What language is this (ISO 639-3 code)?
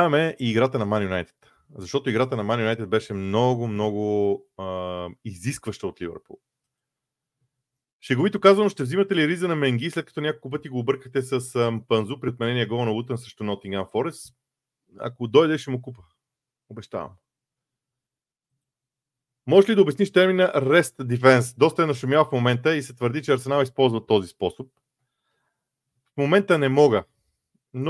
bul